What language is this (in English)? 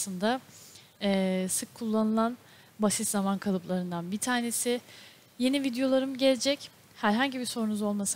Turkish